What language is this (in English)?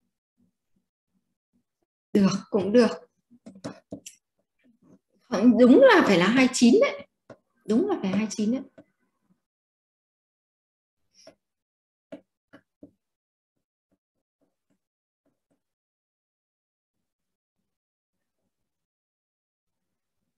Vietnamese